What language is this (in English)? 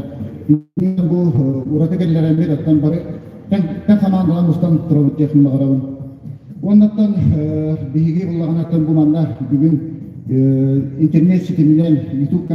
Yakut